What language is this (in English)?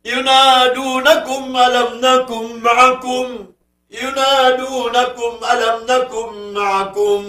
Maranao